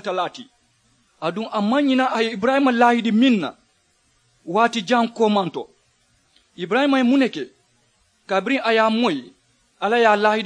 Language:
Mandingo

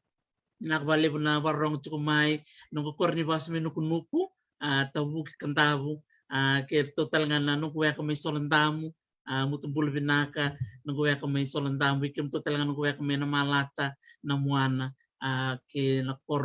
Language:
Fijian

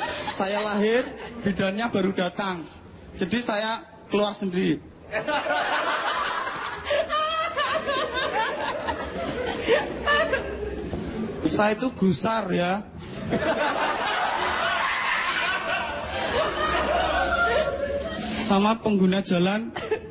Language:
Indonesian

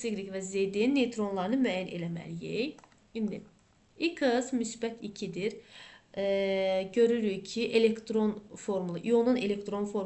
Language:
Azerbaijani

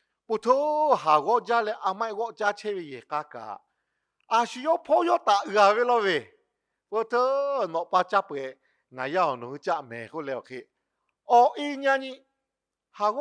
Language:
Lahu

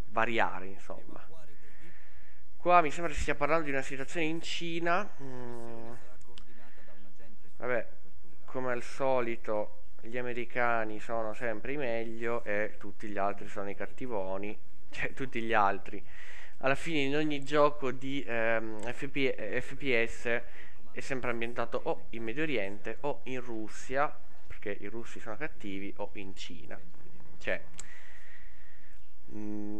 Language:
Italian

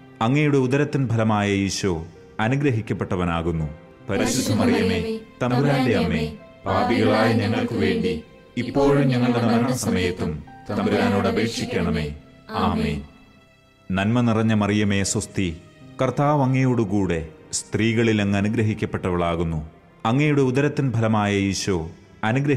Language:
Malayalam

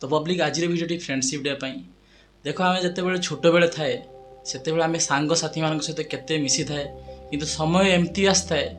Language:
Odia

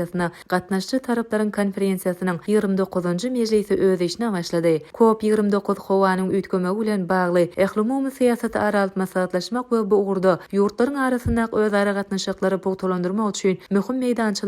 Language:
Turkmen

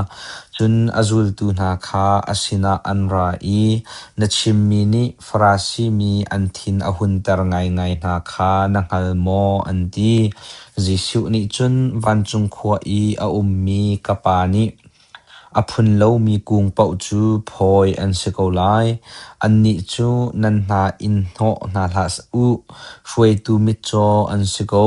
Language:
Hakha Chin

